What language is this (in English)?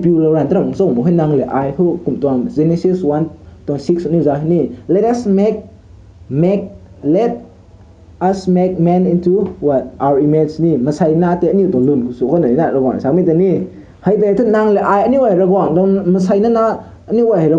Rongmei Naga